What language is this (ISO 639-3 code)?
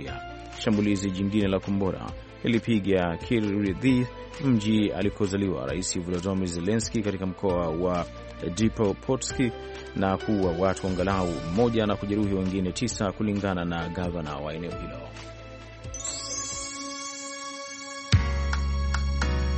swa